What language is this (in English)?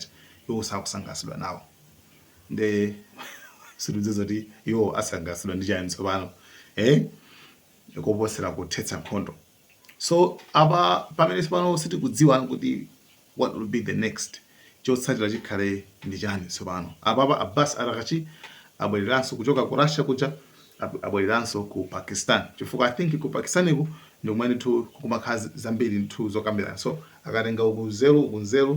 Nyanja